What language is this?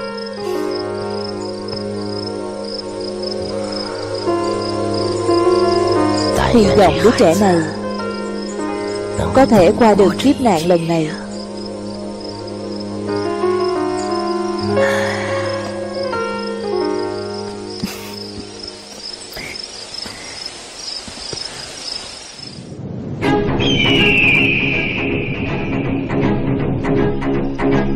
Vietnamese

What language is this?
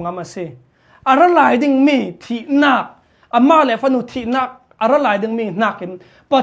Hakha Chin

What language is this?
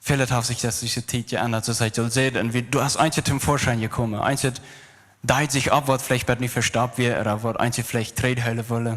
Plautdietsch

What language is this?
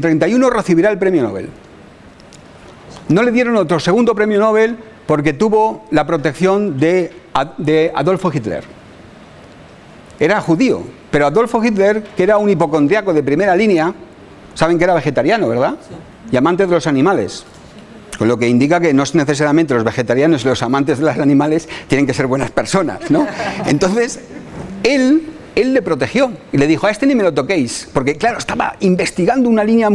Spanish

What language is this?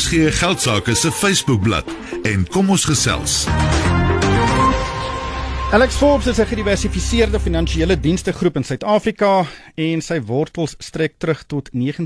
Afrikaans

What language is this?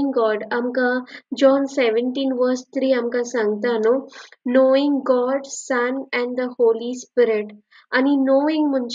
Konkani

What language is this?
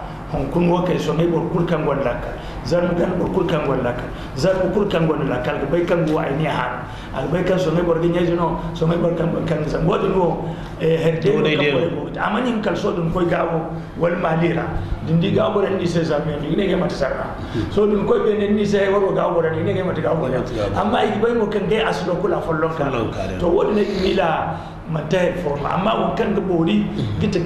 Zarma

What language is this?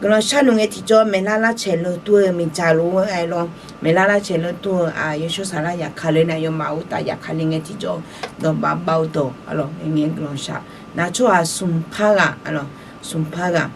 Akha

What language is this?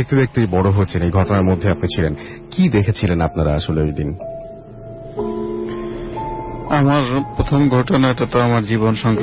Bangla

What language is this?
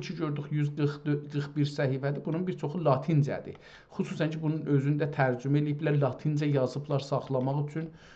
South Azerbaijani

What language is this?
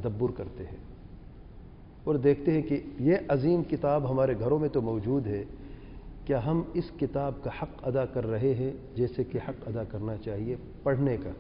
Urdu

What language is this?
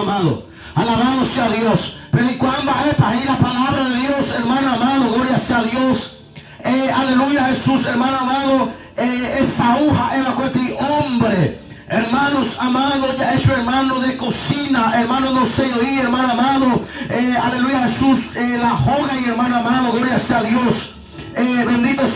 Guarani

